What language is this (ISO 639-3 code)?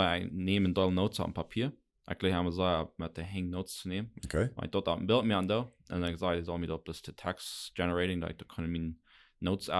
pdt